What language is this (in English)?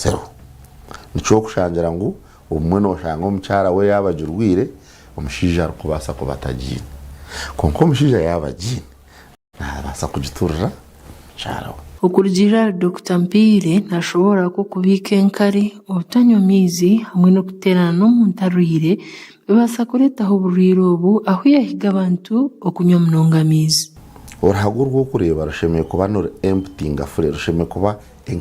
Nyankole